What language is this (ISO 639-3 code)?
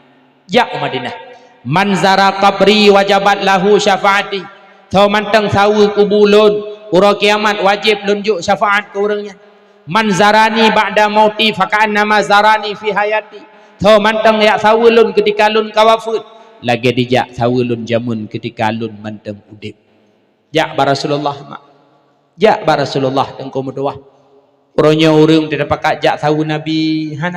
ace